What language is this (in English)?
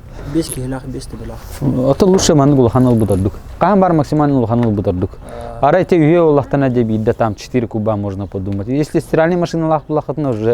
Yakut